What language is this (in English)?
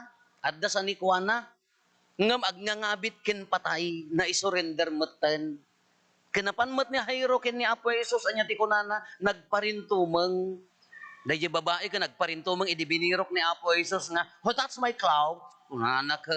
Iloko